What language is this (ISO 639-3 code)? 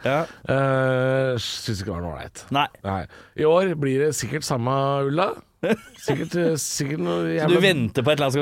nor